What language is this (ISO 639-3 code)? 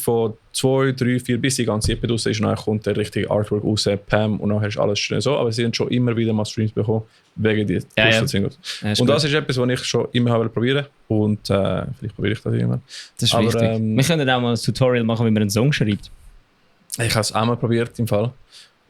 gsw